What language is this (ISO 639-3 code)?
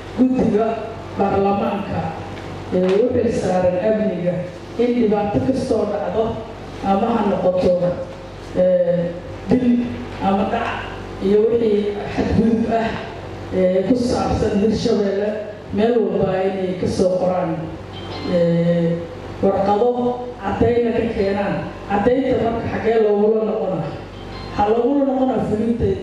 som